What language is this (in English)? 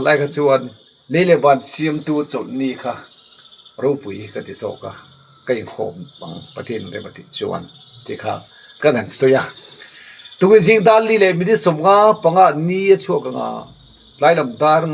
Mizo